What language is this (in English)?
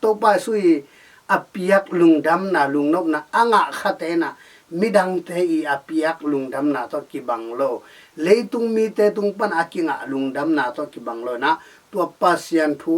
Tedim Chin